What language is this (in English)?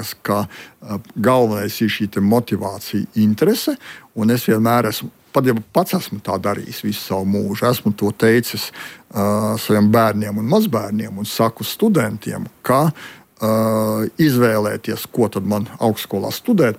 Latvian